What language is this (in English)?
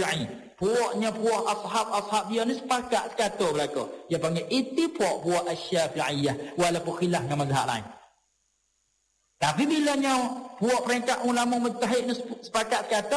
Malay